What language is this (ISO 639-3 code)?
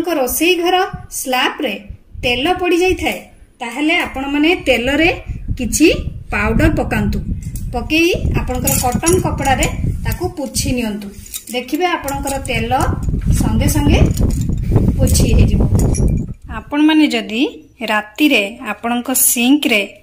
ori